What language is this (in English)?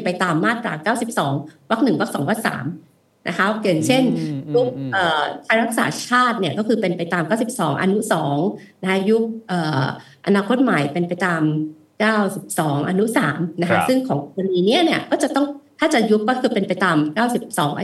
Thai